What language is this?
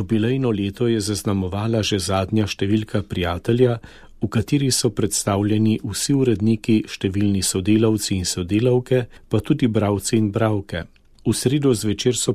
Slovenian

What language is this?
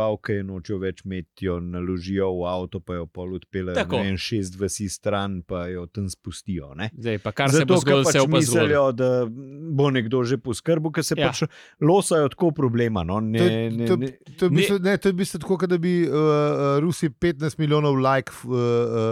Slovenian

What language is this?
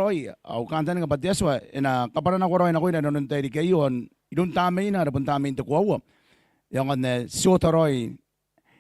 Gilbertese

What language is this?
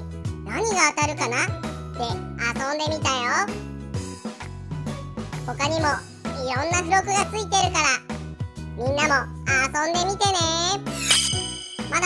Japanese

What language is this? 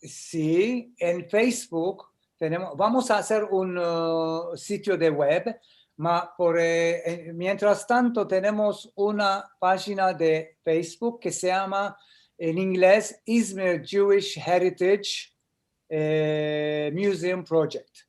Ladino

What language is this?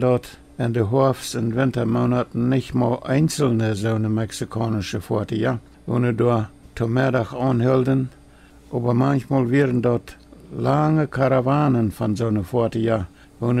Plautdietsch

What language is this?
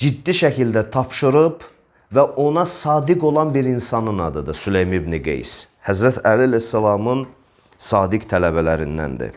Azerbaijani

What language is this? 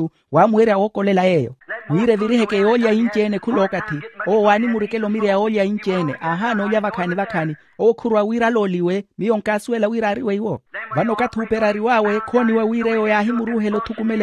Makhuwa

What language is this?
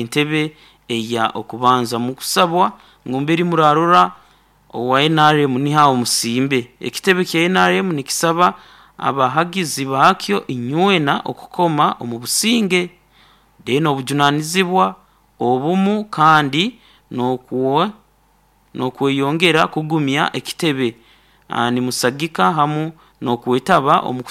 Nyoro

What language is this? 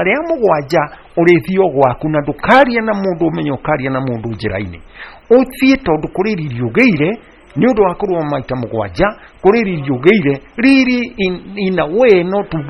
Kikuyu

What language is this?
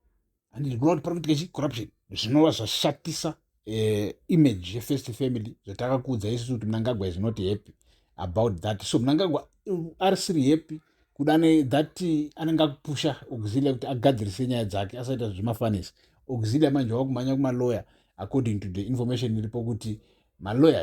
Shona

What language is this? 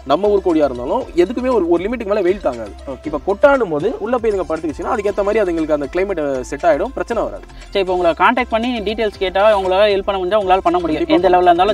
Tamil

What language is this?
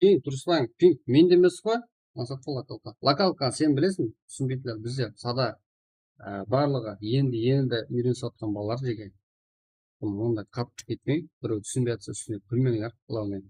Kara-Kalpak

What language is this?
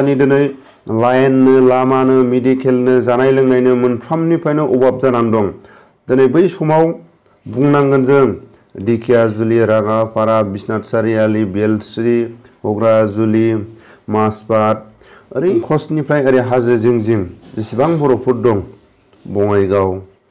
Bodo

